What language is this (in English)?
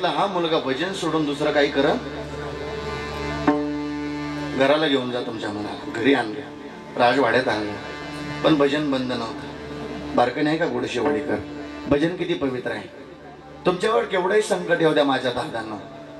Marathi